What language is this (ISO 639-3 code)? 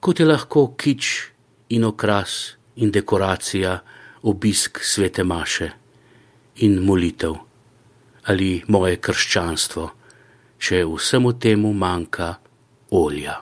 slv